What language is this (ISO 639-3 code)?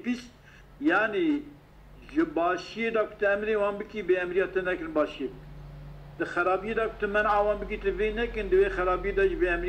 kur